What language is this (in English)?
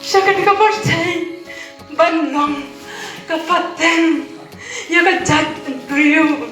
Khasi